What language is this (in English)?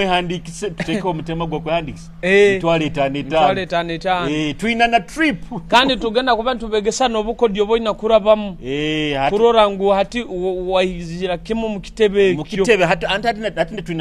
Nyoro